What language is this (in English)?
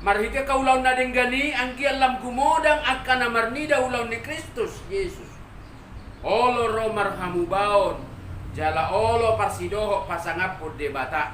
Batak Toba